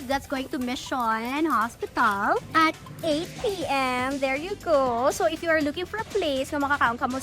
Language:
Hiligaynon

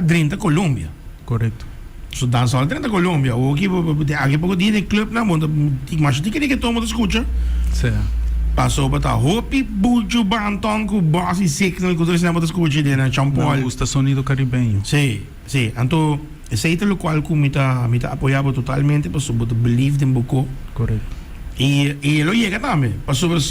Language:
Papiamento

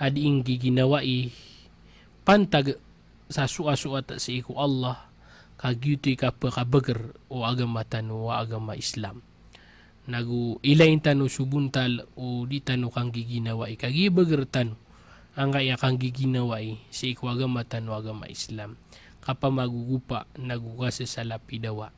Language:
Maranao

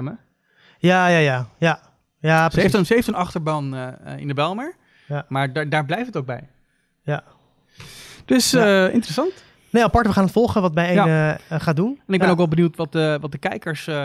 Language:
Dutch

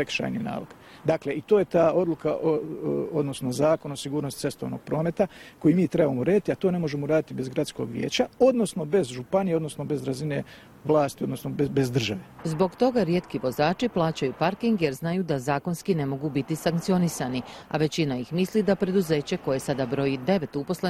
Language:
Bosnian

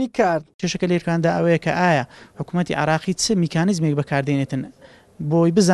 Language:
Central Kurdish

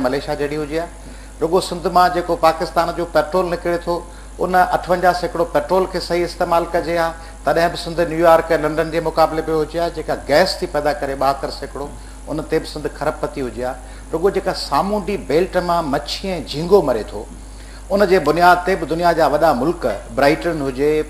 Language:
Sindhi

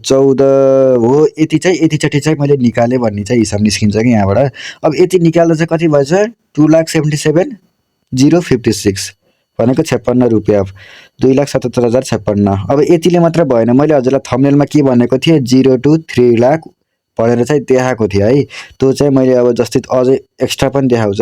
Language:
Nepali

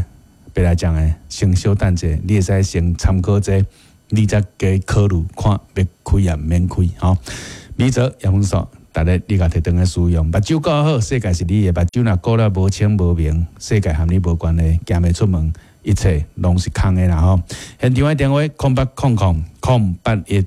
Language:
Min Nan Chinese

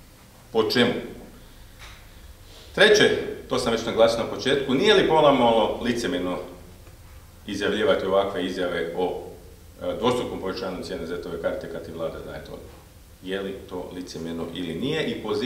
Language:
Croatian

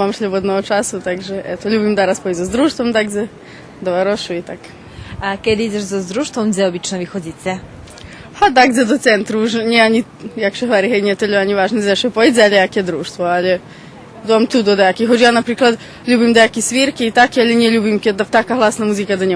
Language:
Rusyn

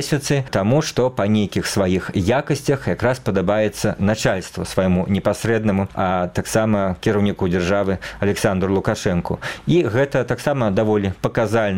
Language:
Belarusian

